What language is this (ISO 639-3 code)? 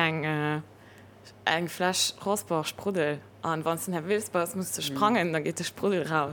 ltz